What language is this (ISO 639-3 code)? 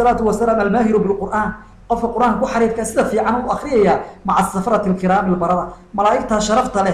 som